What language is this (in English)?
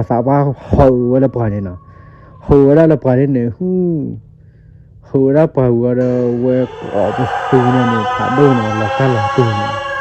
S'gaw Karen